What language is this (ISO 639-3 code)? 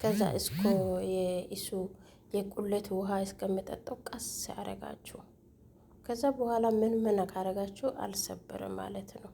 amh